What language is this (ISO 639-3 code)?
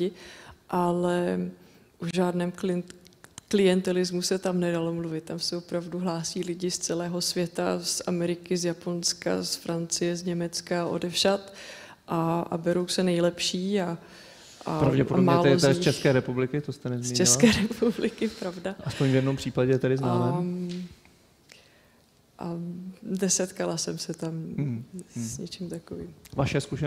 ces